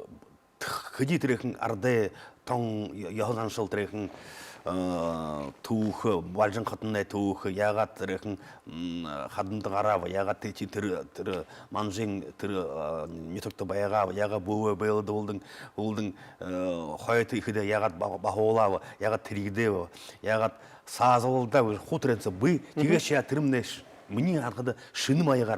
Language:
Buriat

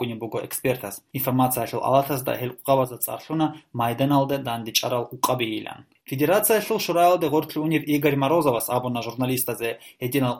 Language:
Avaric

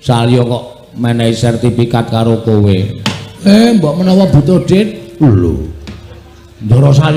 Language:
Javanese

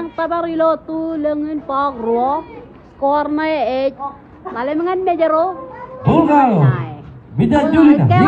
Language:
Marshallese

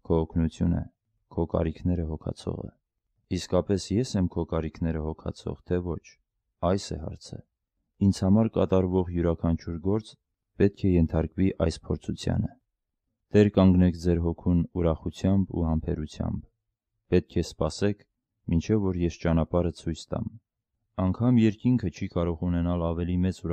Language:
Armenian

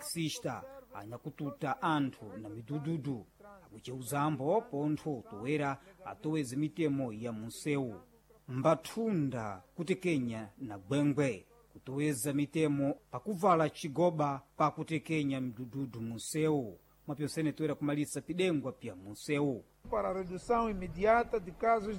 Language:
Sena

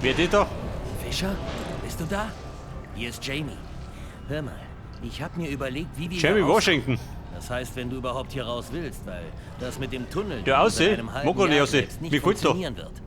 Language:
Bavarian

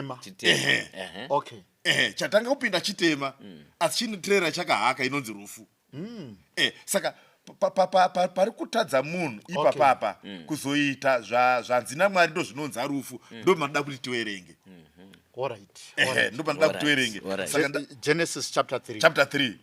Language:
Shona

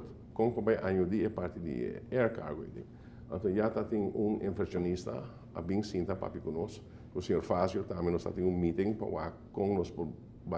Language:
Papiamento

